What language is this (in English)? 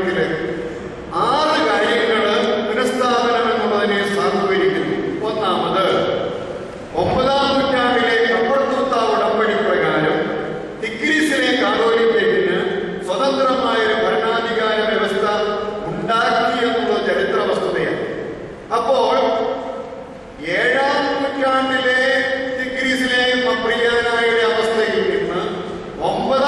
Malayalam